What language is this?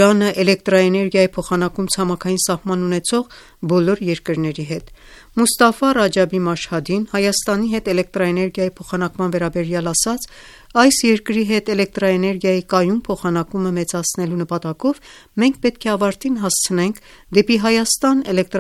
Armenian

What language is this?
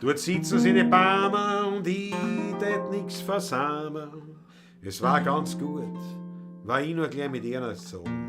Bavarian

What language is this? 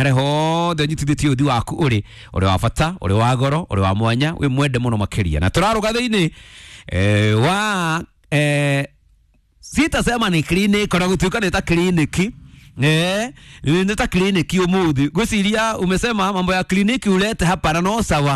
Kikuyu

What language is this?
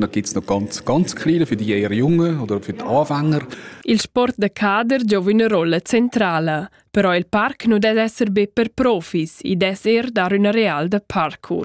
Romansh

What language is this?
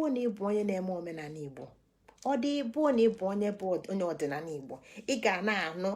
Igbo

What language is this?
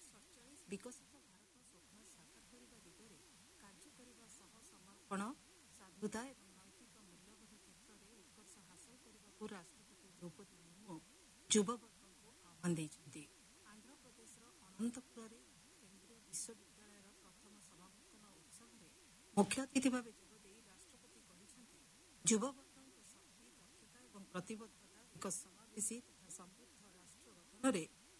Odia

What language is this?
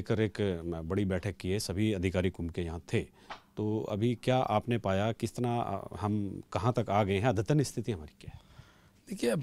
Hindi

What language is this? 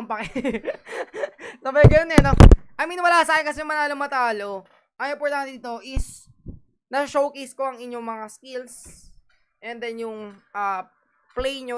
Filipino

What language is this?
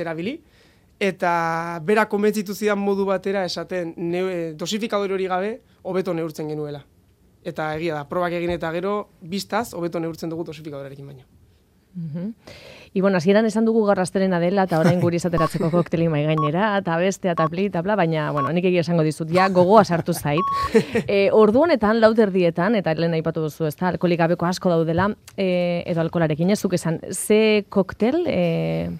Basque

